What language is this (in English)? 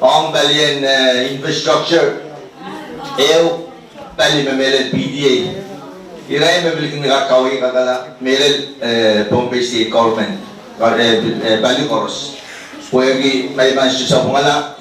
Pohnpeian